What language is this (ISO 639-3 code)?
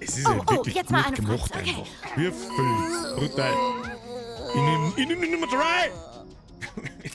bar